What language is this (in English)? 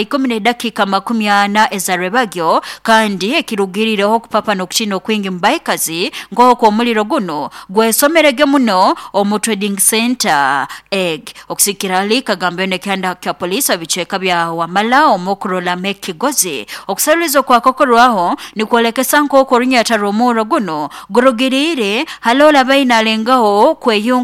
Nyoro